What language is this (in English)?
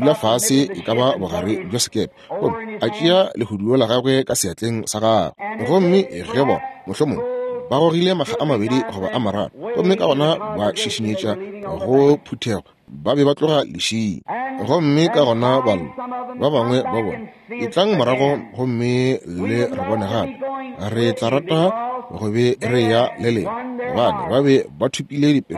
Northern Sotho